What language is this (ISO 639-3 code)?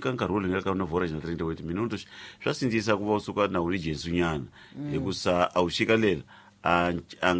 tso